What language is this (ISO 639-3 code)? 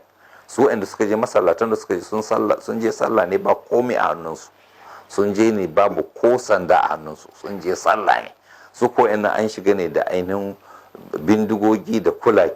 hau